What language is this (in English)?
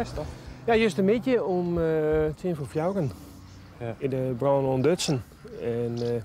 Western Frisian